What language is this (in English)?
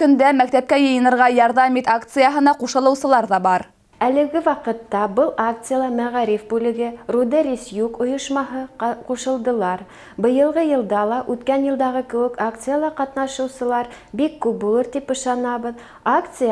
Bashkir